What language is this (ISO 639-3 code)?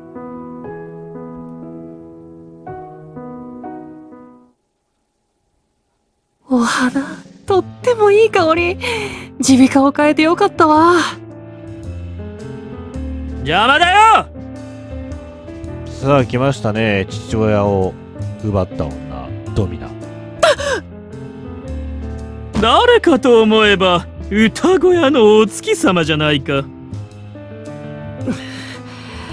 jpn